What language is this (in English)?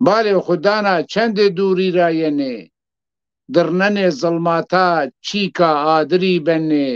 Zaza